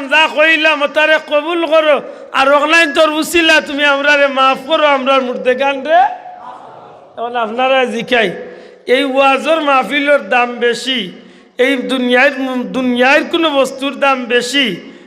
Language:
Sylheti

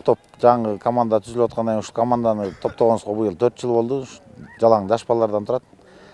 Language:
Kyrgyz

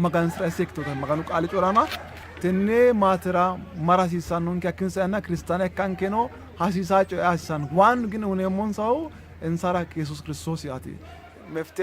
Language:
Sidamo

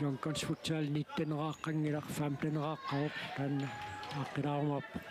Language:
Kalaallisut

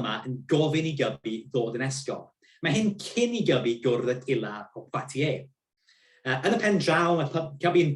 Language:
Welsh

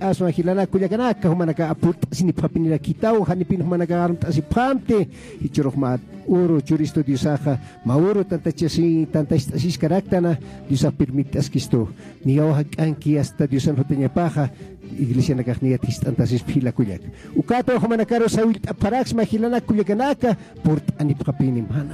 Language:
Aymara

